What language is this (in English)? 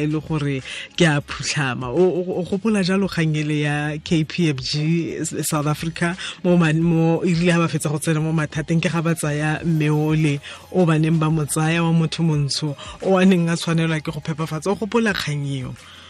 Tswana